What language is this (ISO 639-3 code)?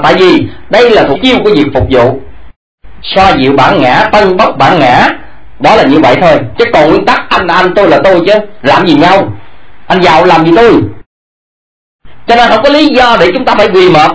vie